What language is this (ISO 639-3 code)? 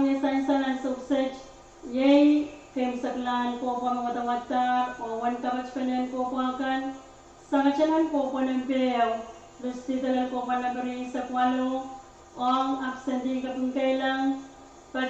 pon